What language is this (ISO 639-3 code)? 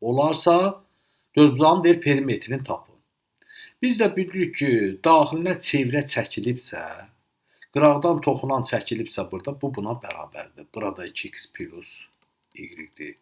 aze